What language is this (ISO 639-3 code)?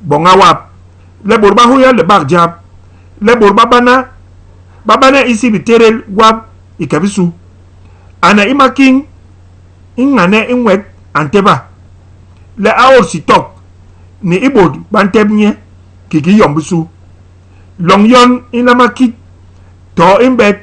bas